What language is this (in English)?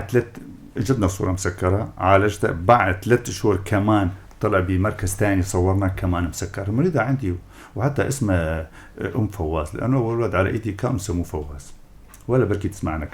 North Levantine Arabic